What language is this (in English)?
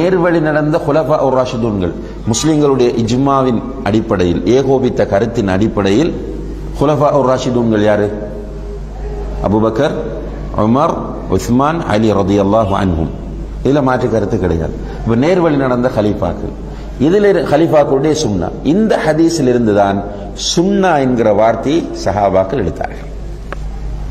Tamil